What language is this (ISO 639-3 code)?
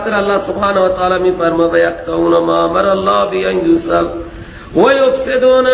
fas